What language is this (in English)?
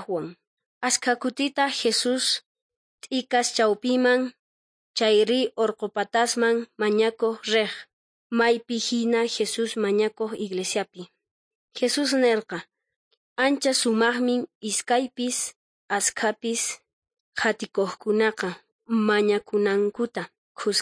South Bolivian Quechua